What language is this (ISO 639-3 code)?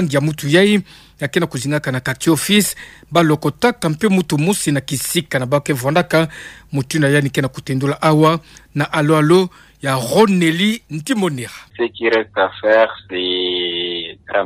ktu